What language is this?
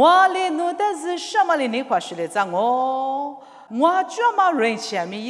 Lisu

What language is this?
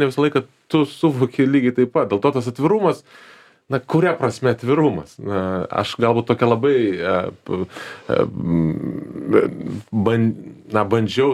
Lithuanian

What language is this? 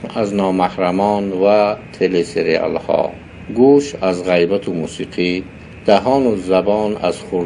Tajik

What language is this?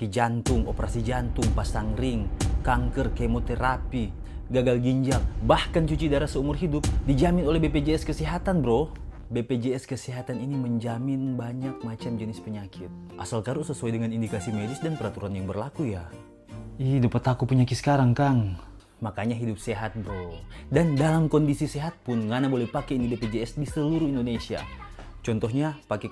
Manado Malay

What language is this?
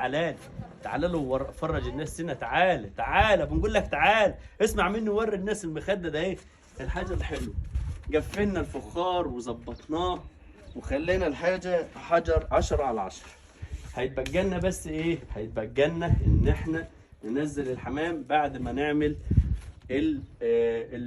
Egyptian Arabic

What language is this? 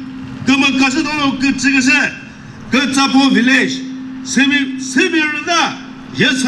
Chokri Naga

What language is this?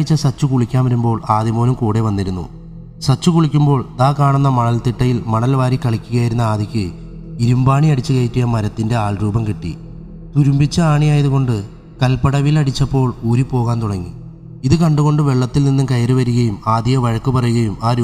Malayalam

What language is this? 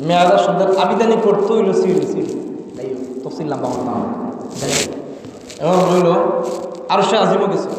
Sylheti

